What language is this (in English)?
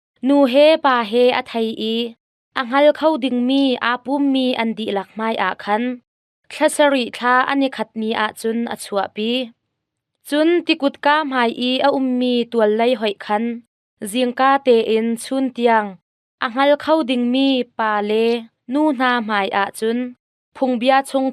Hakha Chin